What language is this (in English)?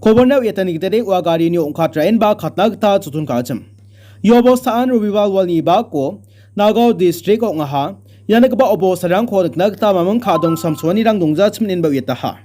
Garo